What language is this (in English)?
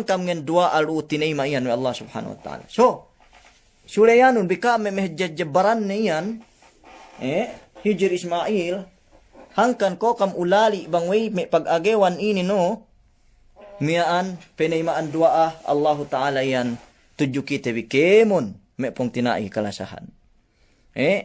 Yakan